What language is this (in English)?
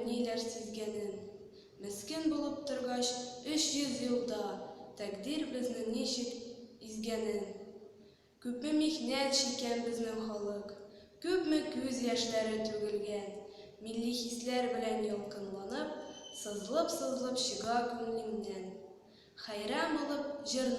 Tatar